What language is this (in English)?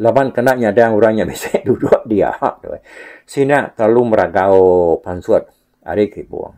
Iban